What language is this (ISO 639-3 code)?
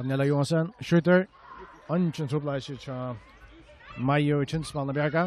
fao